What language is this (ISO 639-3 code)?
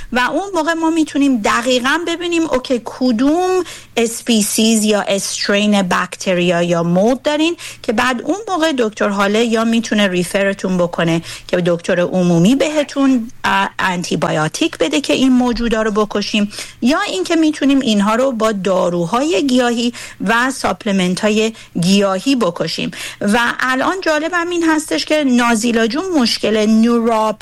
fas